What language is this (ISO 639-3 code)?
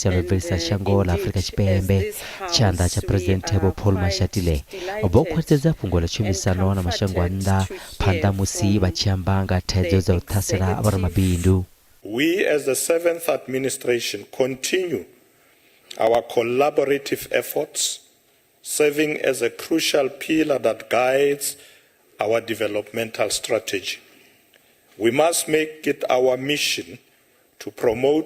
ven